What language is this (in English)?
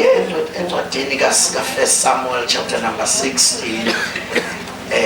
Zulu